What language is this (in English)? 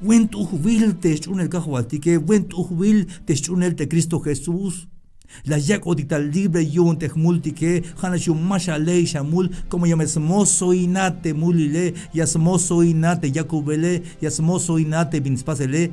Tzeltal